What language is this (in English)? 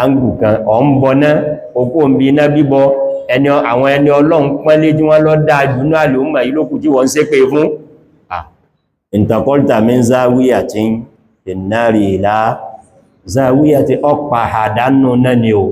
Yoruba